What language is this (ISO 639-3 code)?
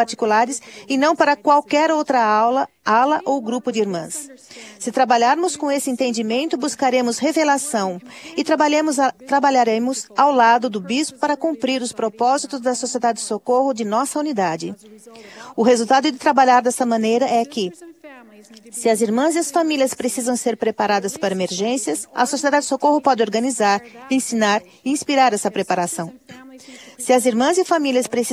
por